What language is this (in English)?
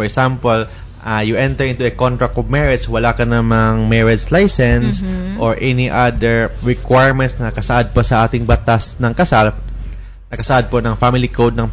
Filipino